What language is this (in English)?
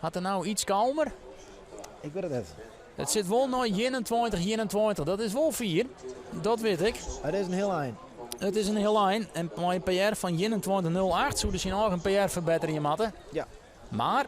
Western Frisian